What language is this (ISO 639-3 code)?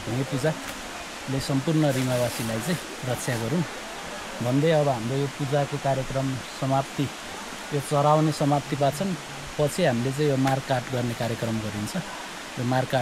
nep